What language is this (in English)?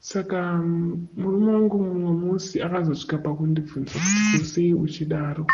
Shona